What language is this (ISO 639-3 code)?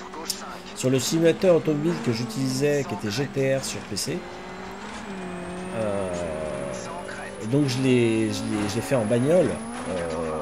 fra